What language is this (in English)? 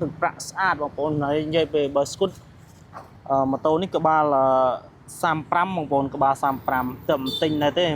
Khmer